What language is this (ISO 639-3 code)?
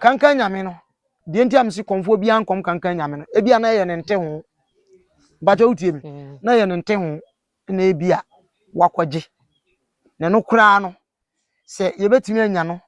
aka